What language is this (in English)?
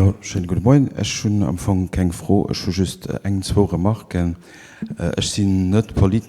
Luxembourgish